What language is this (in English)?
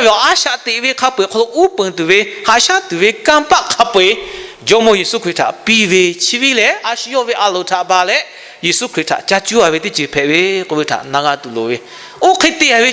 Lahu